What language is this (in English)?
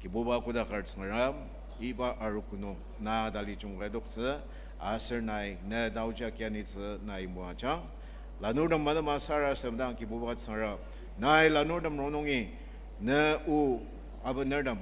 Ao Naga